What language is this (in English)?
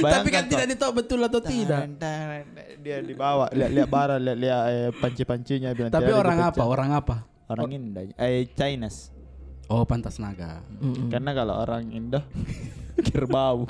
Makassar Malay